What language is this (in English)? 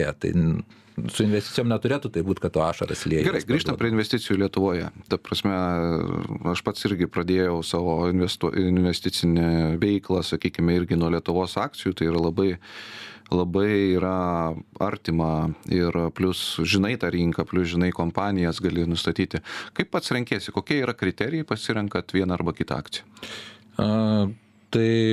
Lithuanian